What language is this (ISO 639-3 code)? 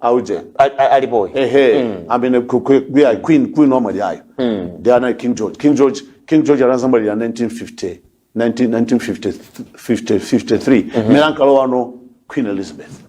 nya